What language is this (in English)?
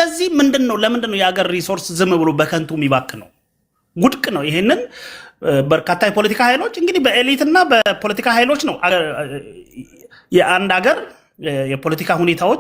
Amharic